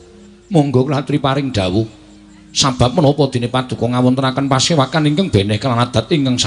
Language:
Javanese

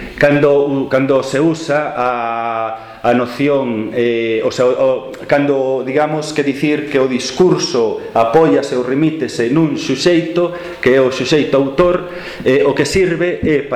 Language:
Galician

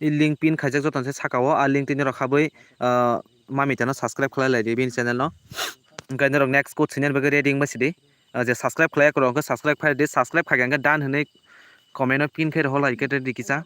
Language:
Kok Borok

